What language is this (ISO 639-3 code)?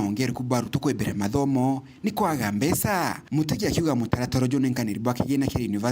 mer